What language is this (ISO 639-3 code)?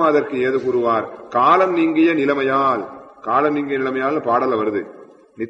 tam